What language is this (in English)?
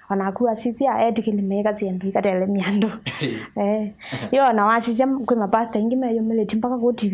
Kamba